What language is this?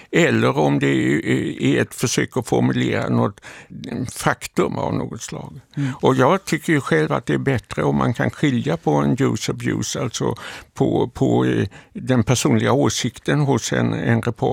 Swedish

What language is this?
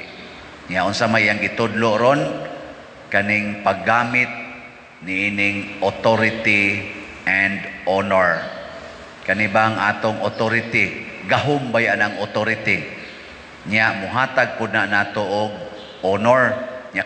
Cebuano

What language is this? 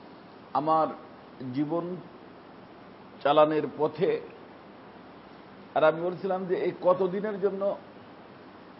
Bangla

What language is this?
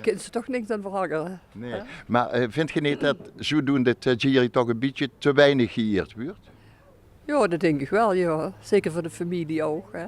Limburgish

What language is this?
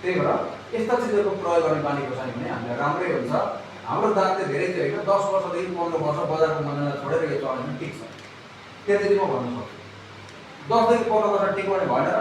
Nepali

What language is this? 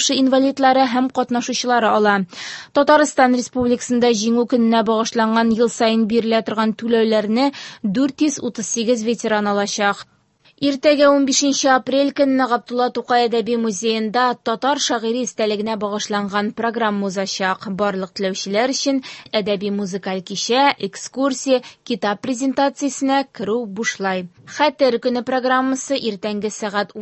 Tatar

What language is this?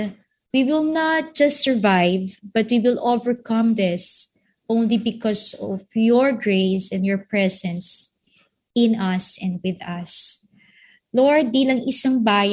Filipino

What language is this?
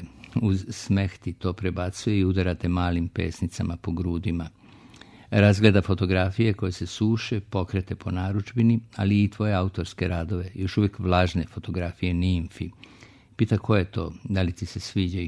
Serbian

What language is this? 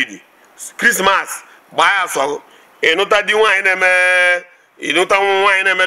Igbo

